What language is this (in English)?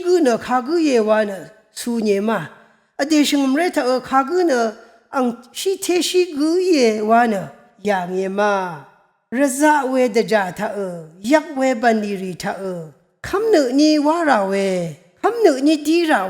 Rawang